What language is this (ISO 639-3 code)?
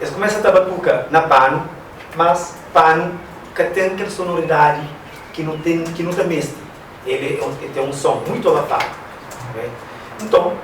kea